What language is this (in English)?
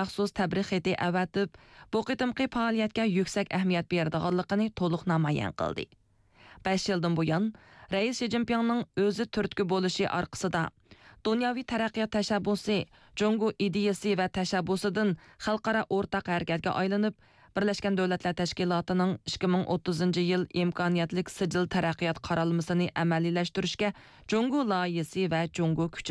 Uyghur